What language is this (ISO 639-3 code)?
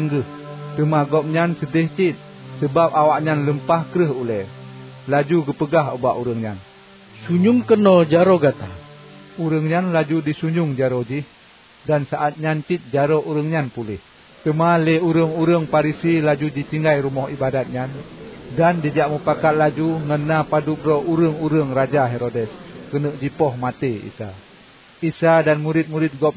ace